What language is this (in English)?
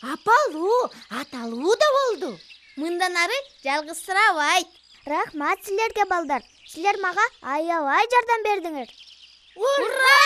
Kyrgyz